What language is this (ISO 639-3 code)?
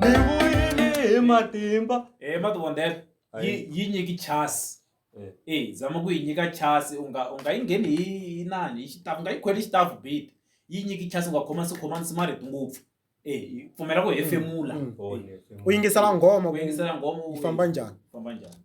tso